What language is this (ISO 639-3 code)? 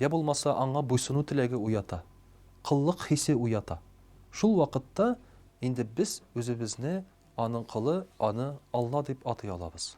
tat